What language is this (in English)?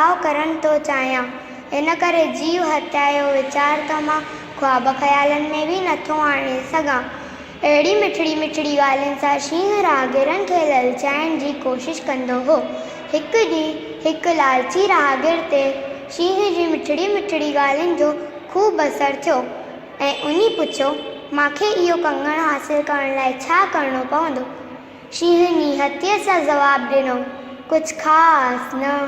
Sindhi